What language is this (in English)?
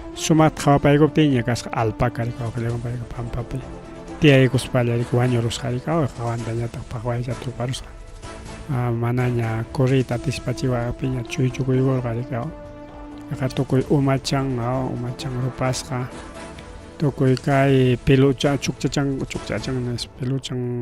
Ayacucho Quechua